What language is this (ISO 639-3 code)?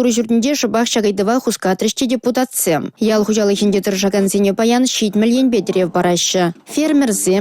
chv